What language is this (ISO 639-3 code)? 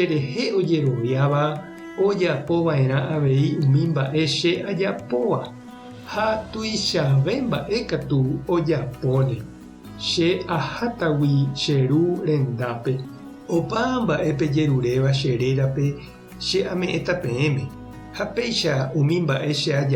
grn